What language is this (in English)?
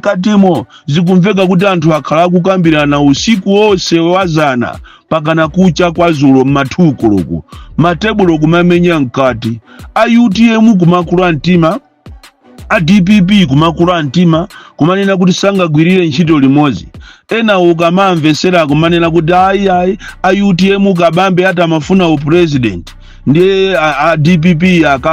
Nyanja